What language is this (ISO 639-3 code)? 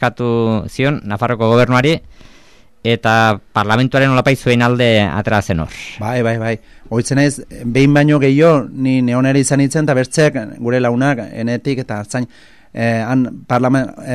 eus